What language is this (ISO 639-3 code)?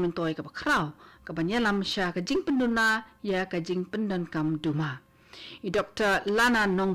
kha